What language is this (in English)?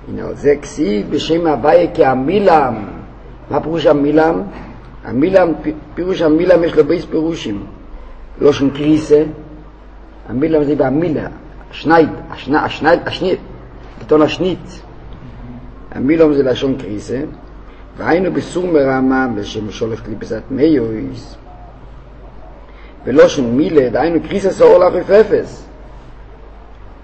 Hebrew